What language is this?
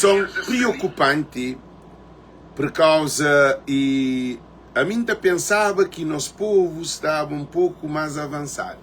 Kabuverdianu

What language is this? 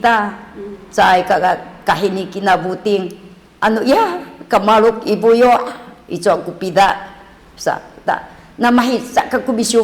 Sakizaya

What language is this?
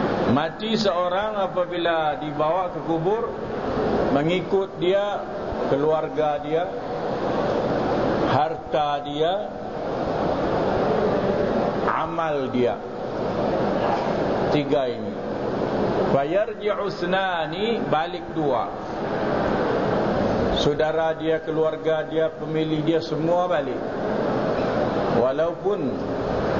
Malay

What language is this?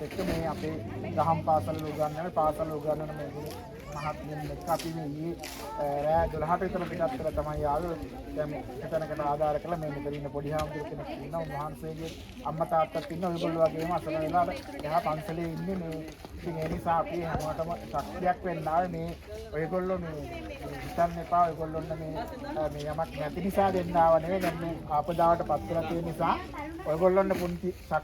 Sinhala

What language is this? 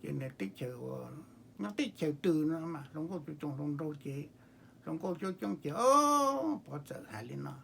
Hmong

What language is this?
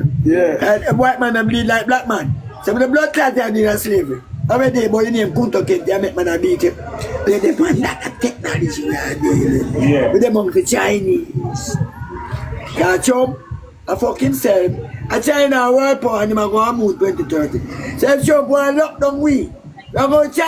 Jamaican Creole English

